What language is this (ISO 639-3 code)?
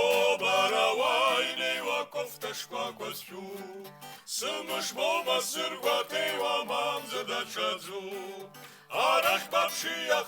abk